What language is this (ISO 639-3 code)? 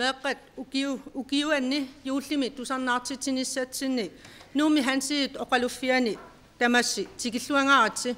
kal